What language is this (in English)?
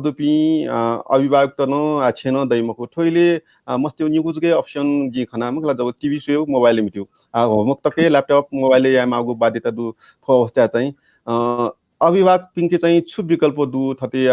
Newari